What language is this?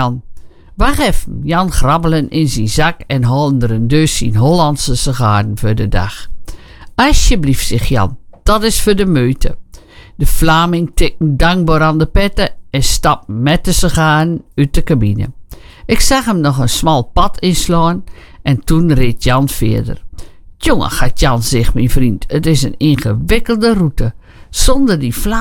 Dutch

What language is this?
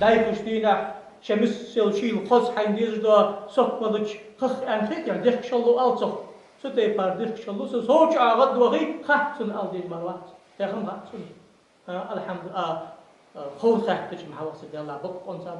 Ingush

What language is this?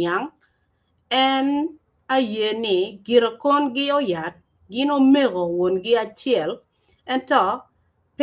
Acoli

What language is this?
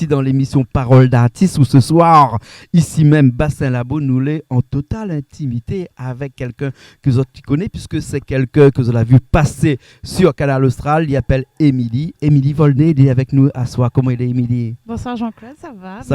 Réunion Creole French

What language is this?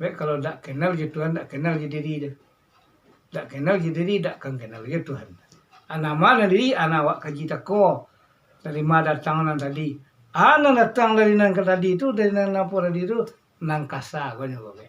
Minangkabau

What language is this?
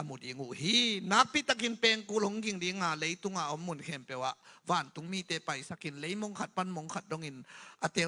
Tedim Chin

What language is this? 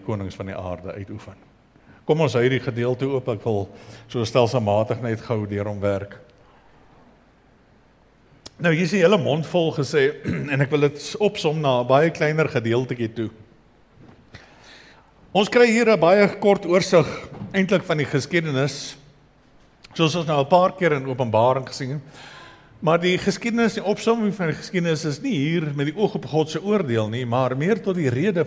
Afrikaans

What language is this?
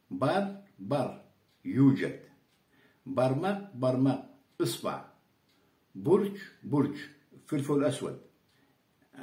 Karachay-Balkar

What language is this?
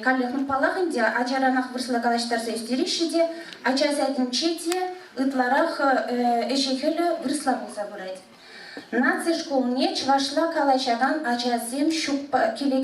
Chuvash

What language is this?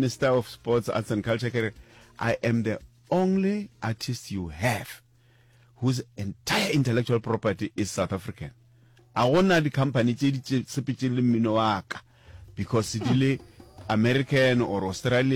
Northern Sotho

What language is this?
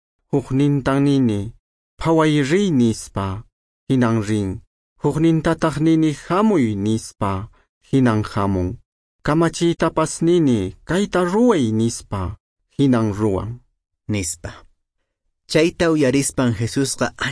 Quechua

